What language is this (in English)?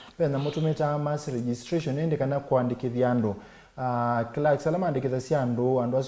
Kamba